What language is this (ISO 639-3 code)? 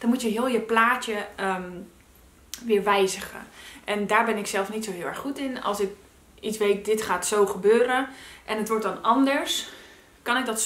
nld